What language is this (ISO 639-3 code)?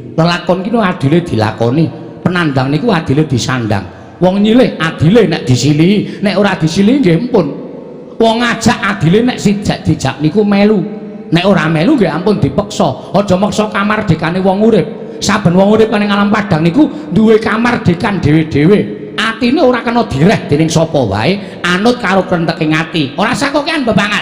jav